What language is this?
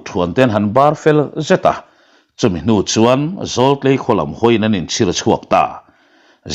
Mizo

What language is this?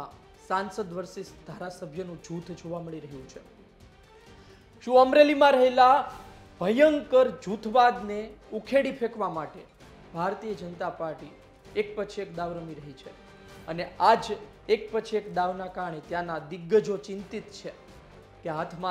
Gujarati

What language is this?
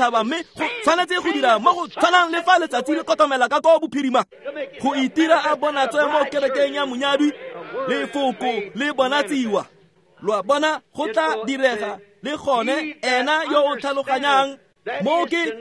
Tswana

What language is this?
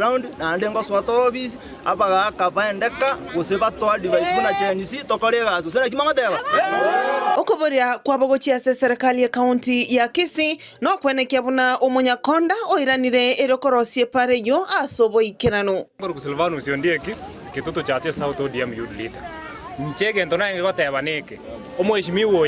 Gusii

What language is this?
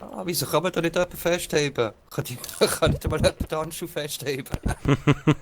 Swiss German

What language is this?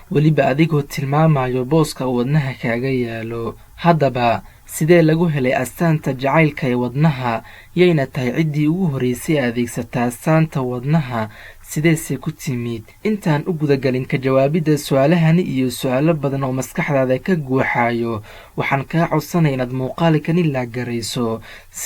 Somali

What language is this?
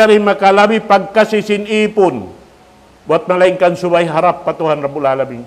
Tausug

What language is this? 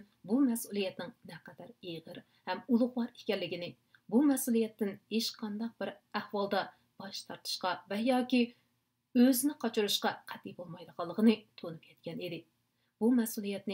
Uyghur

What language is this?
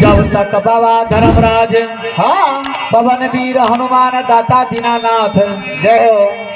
Maithili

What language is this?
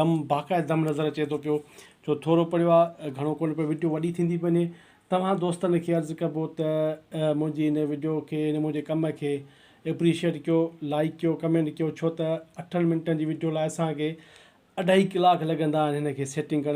Sindhi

